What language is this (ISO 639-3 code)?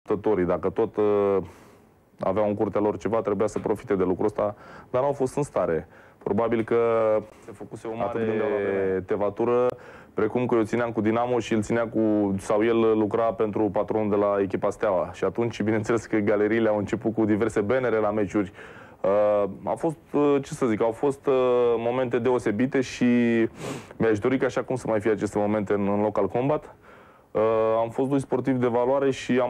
ron